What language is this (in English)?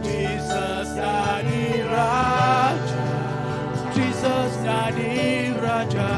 Iban